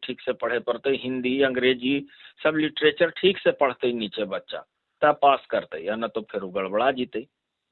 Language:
Magahi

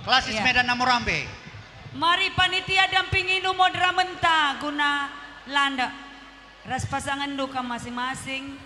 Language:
Batak Karo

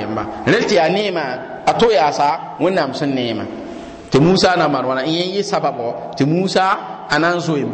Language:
Mossi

